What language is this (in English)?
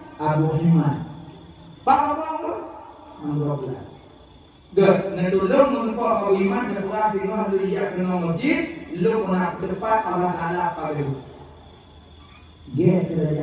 Malay